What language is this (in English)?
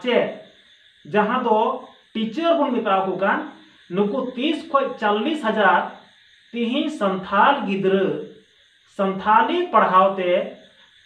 Santali